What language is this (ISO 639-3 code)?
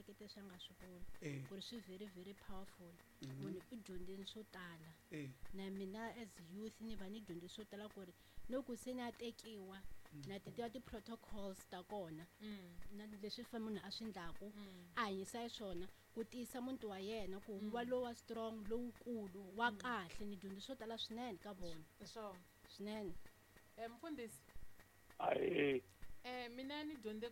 tso